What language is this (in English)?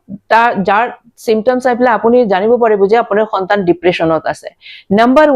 Assamese